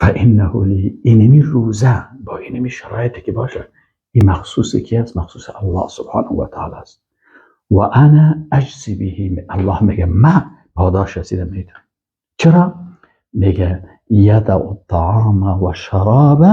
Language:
Persian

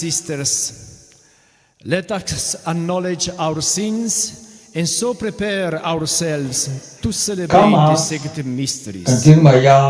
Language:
Khasi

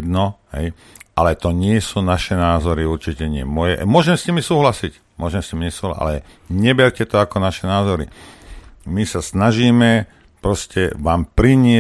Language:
Slovak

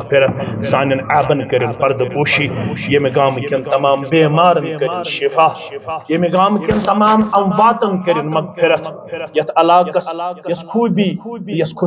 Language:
Kashmiri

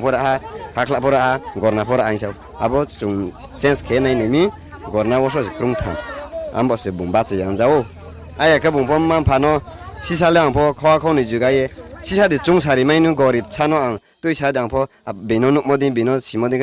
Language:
Riang (India)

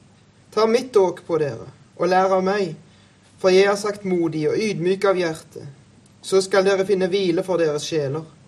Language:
Norwegian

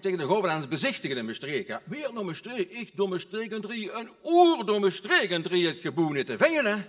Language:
Limburgish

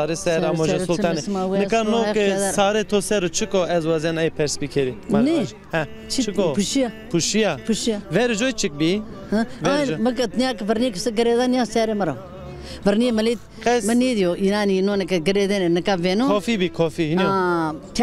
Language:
Zaza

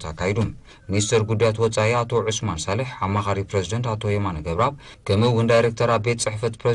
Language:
Tigrinya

